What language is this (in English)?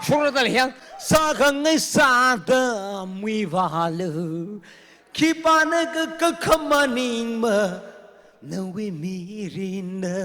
Tangkhul Naga (India)